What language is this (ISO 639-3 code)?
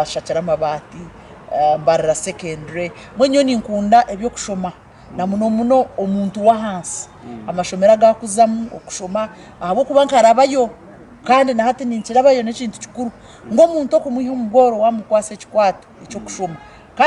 nyn